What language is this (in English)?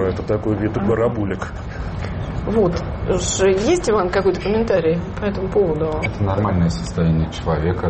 Russian